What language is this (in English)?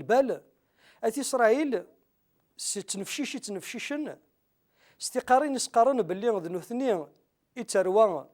Kabyle